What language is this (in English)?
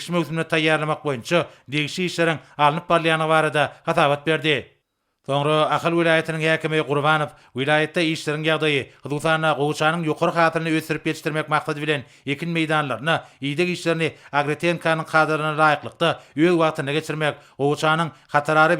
Turkmen